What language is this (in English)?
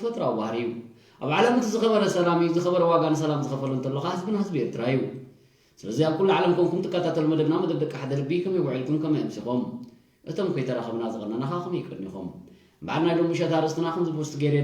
Tigrinya